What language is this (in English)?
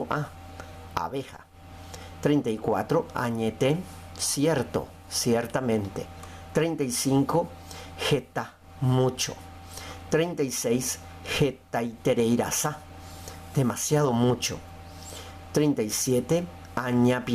Guarani